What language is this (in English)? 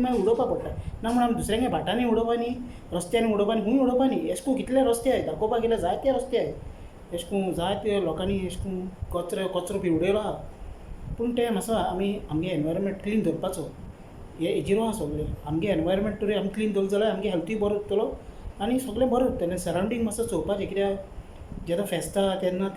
Konkani